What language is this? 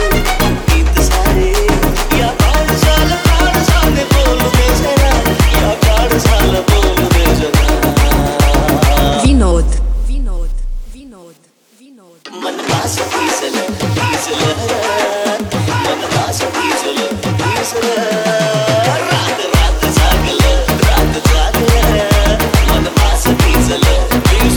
Marathi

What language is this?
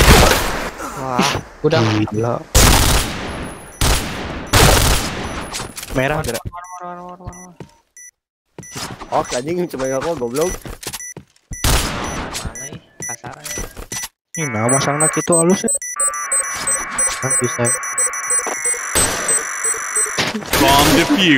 Indonesian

